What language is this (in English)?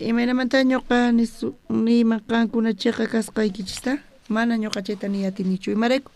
South Bolivian Quechua